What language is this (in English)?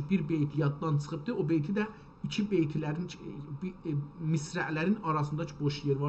South Azerbaijani